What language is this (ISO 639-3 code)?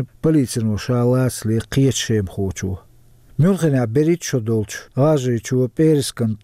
che